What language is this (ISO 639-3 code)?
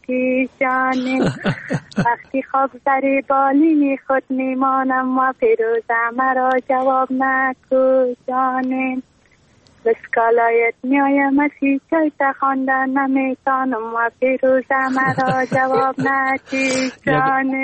fas